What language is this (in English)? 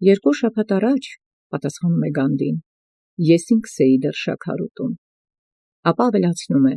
Armenian